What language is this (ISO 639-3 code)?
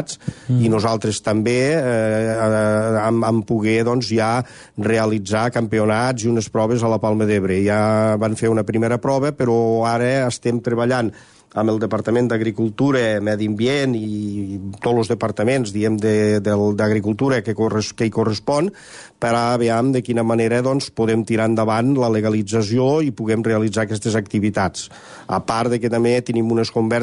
cat